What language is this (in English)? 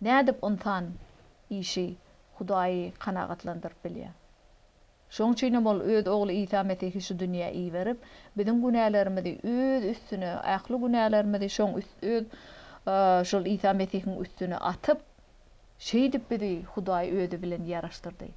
Turkmen